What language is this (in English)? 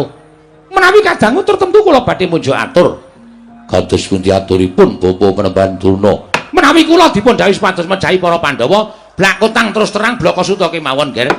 Javanese